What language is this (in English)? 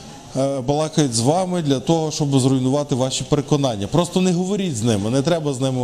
Ukrainian